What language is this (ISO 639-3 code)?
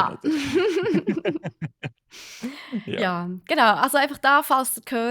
gsw